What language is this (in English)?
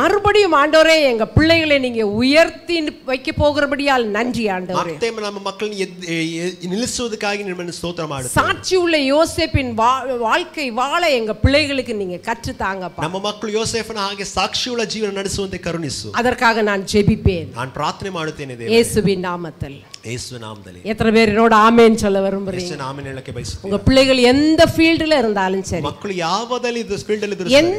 Tamil